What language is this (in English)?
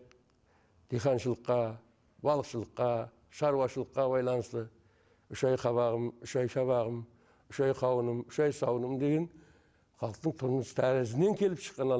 Kara-Kalpak